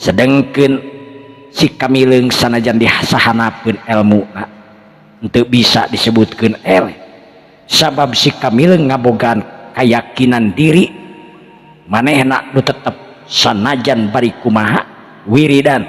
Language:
Sundanese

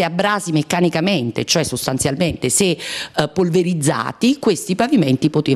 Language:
Italian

